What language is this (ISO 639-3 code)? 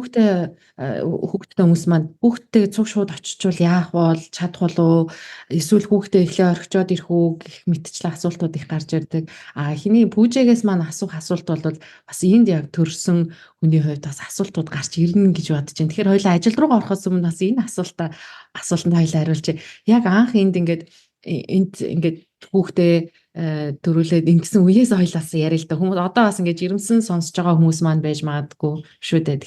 mon